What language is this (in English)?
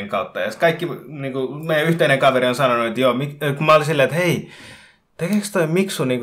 Finnish